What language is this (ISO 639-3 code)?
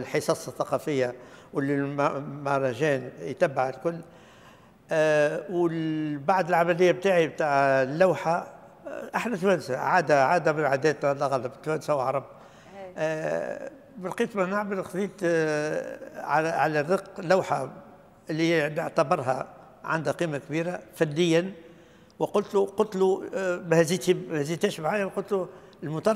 aeb